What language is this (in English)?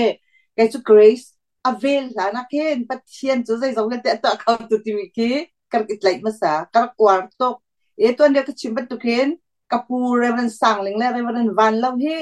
Hakha Chin